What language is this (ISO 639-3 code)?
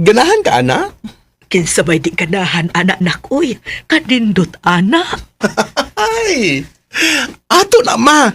ceb